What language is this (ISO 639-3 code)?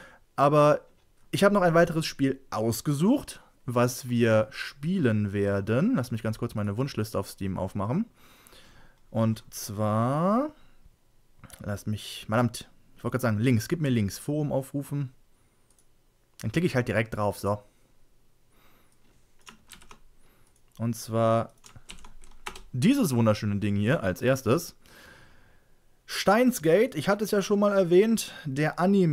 deu